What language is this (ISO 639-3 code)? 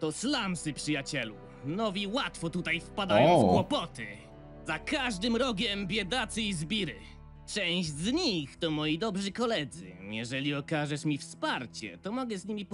pol